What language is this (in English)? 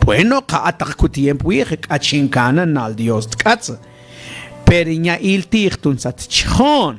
Mam